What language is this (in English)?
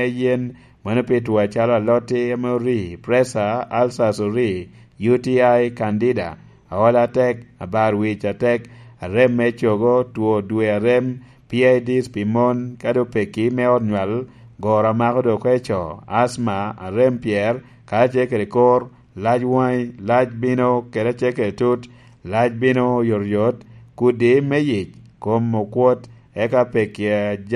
Lango (Uganda)